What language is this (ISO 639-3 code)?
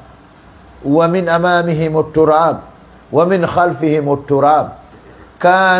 ful